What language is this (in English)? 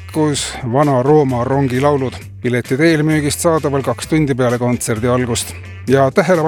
Estonian